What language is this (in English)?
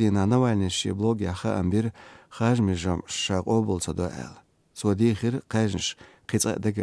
Chechen